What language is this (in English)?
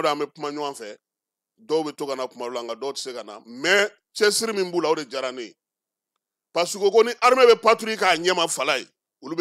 Bambara